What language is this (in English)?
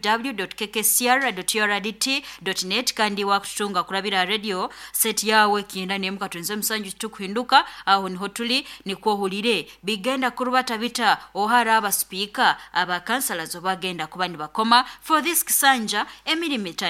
Nyoro